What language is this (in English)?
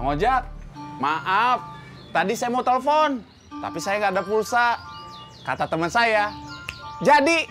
Betawi